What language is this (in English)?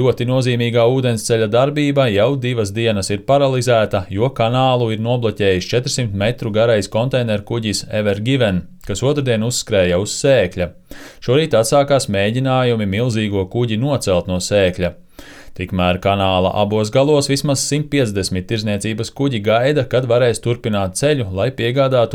Latvian